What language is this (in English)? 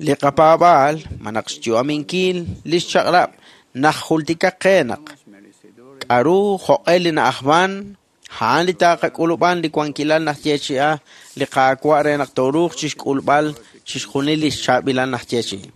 Kekchí